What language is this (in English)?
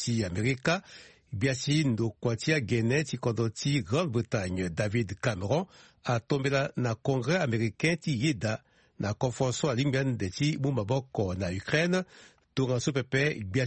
Sango